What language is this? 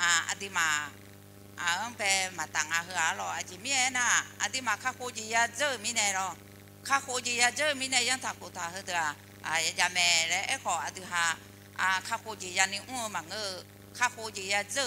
Akha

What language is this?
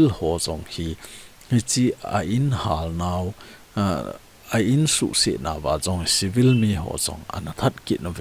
Thado Chin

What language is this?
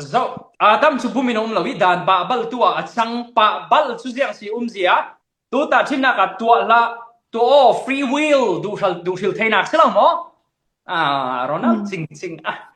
Falam Chin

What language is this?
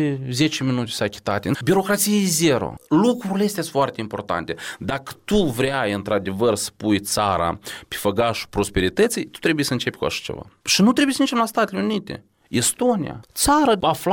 Romanian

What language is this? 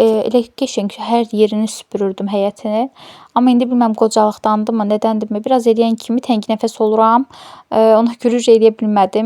Azerbaijani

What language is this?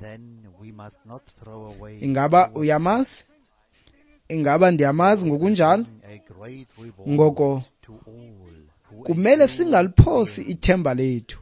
Xhosa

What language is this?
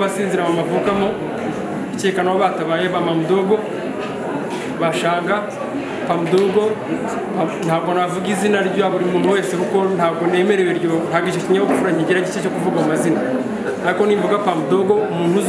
Kinyarwanda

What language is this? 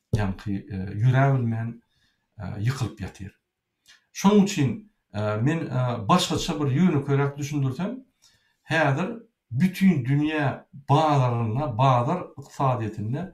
Turkmen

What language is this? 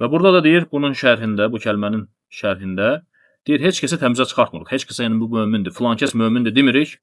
Azerbaijani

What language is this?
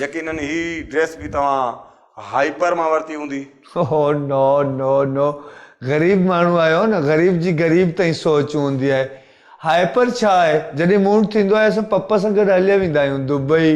Sindhi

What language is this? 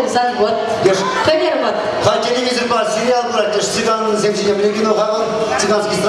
Chuvash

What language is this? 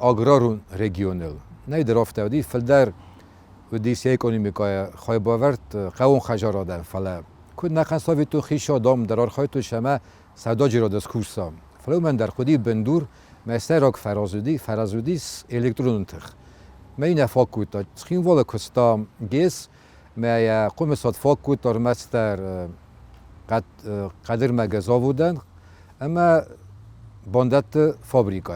Ossetic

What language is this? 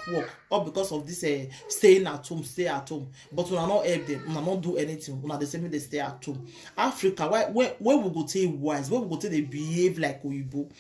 Nigerian Pidgin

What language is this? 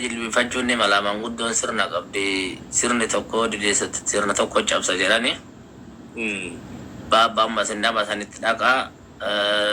Oromo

